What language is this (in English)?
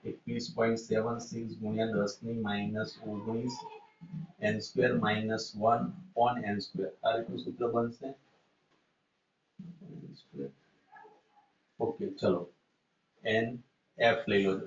Gujarati